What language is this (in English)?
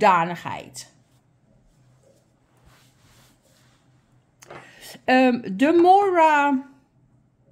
Dutch